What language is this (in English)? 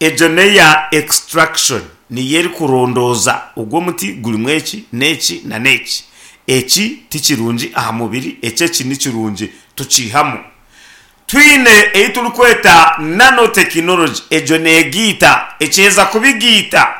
Nyankole